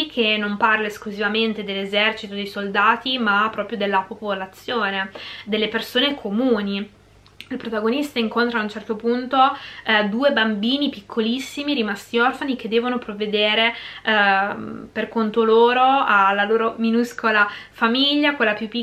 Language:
Italian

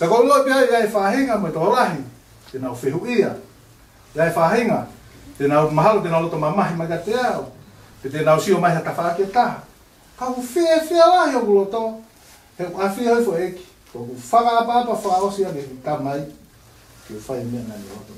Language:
Tongan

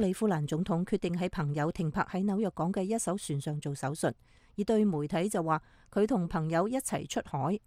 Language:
Cantonese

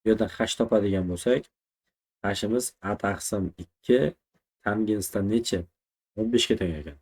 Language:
Uzbek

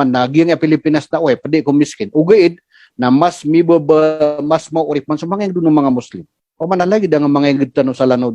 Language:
Maranao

